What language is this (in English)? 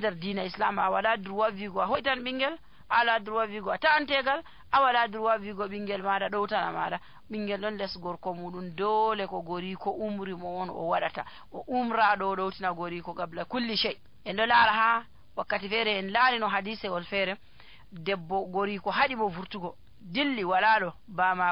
Nigerian Fulfulde